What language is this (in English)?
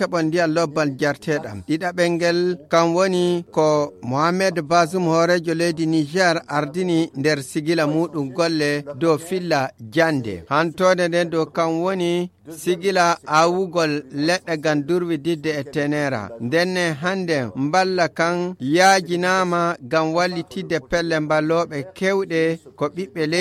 Fula